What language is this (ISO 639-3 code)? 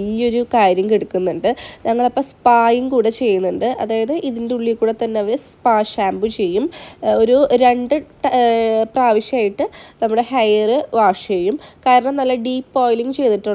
mal